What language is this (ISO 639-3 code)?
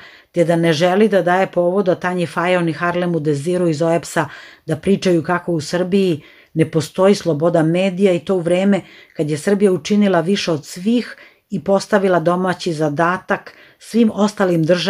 srp